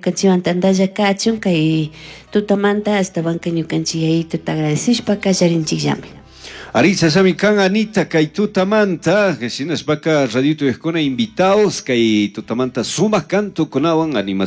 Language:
Chimborazo Highland Quichua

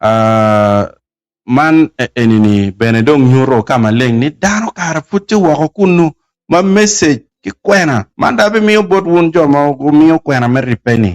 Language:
Acoli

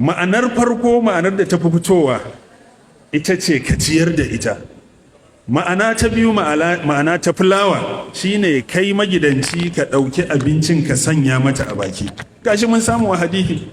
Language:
Hausa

